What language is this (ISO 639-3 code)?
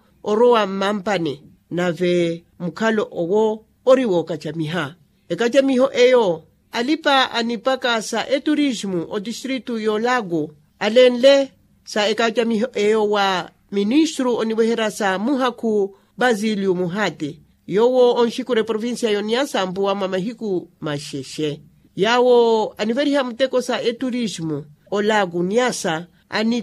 vmw